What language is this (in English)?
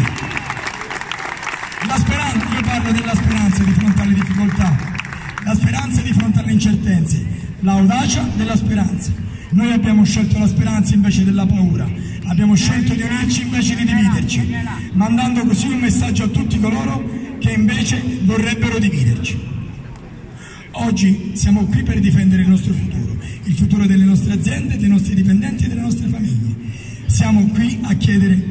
Italian